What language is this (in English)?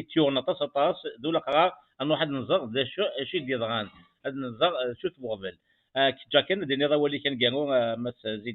Kabyle